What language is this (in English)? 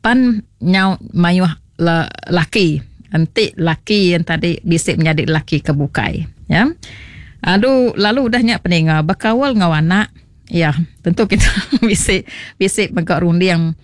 Iban